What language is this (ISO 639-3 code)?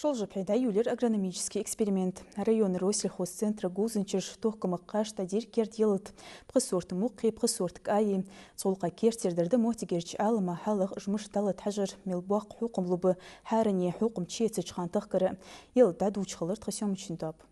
inh